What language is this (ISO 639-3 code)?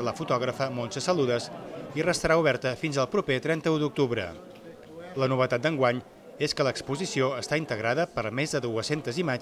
cat